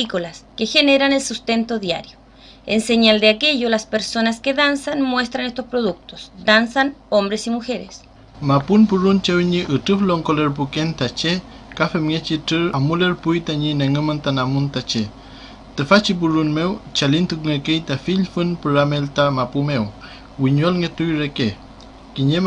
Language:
Mapuche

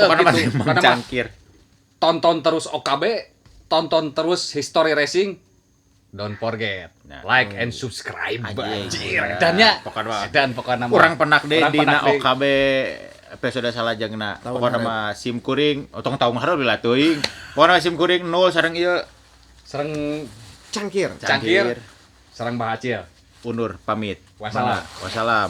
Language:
Sundanese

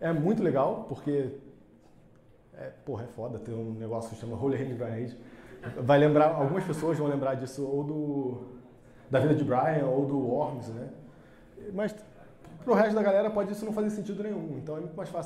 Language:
Portuguese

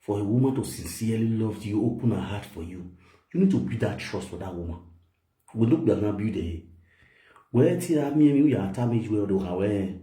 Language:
Nigerian Pidgin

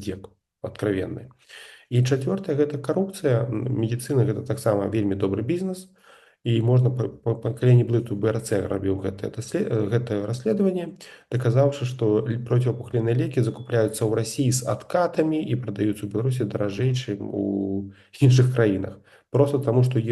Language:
Belarusian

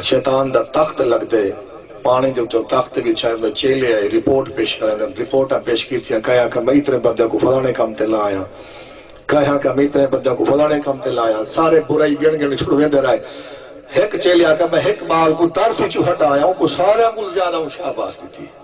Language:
Saraiki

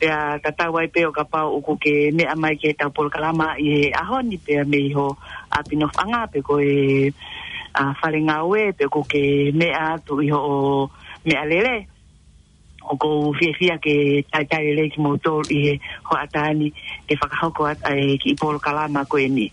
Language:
Tongan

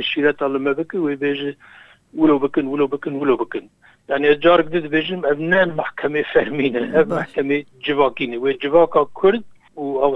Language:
Kurdish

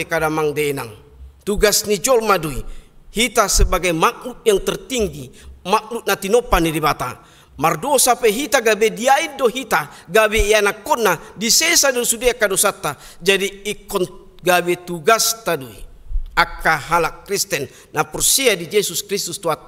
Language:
Batak Toba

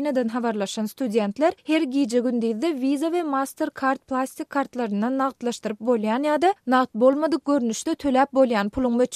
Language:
Turkmen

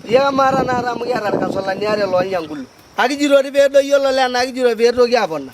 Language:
Masai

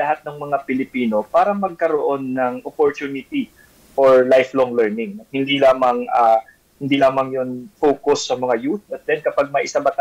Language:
Filipino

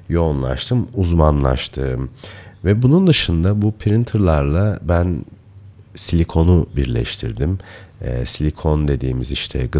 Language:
Turkish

